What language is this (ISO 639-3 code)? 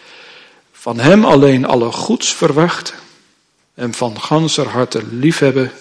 nld